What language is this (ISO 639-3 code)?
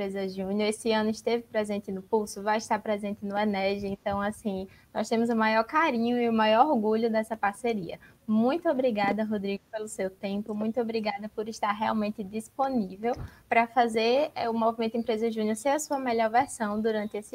por